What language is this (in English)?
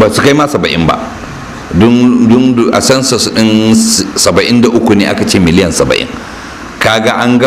Hausa